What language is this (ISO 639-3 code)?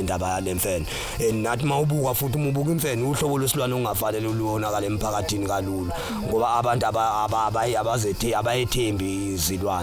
zul